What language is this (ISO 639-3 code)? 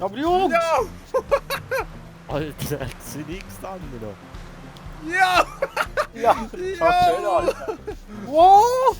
gsw